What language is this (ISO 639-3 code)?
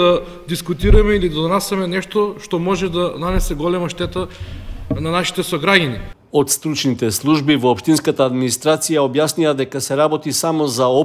mkd